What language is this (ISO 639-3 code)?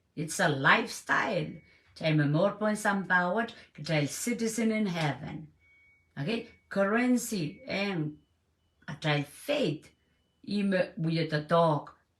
pon